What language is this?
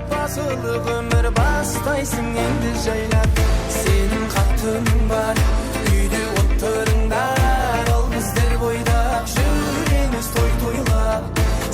Kara-Kalpak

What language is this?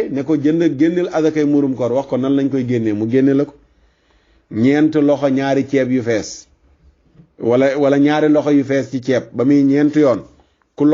Wolof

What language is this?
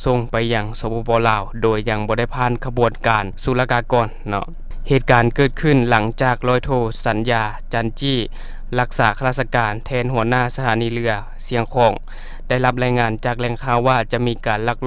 Lao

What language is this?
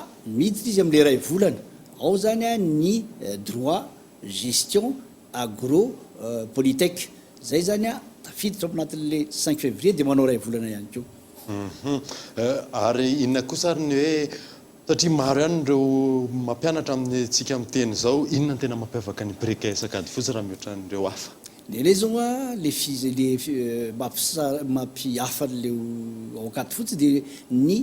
Malagasy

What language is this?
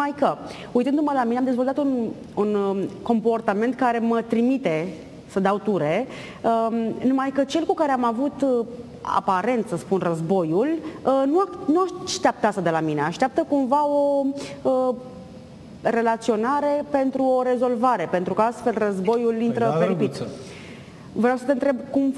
Romanian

